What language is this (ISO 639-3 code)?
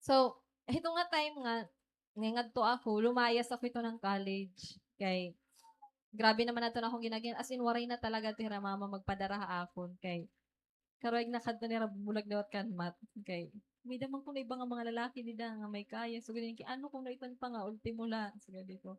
war